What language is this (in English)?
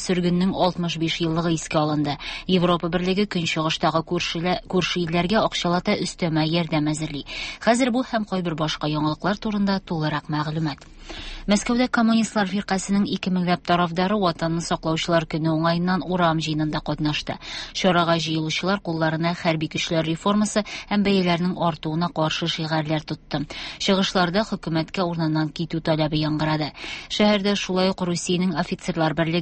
Tatar